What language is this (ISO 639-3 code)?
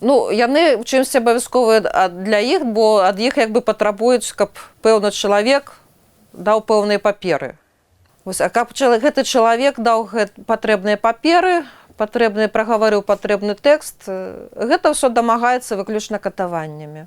bel